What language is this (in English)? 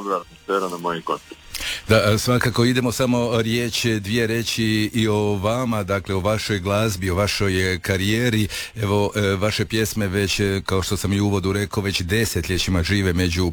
Croatian